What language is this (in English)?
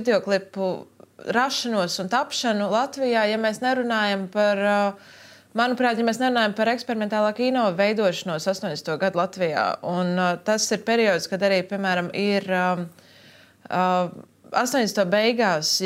Latvian